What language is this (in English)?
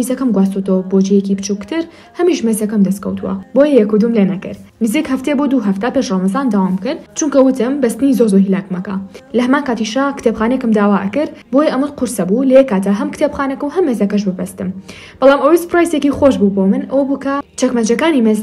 Central Kurdish